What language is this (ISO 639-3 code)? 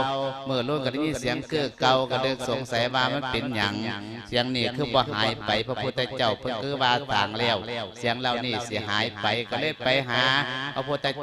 lao